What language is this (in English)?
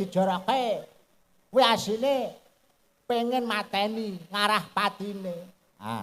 Javanese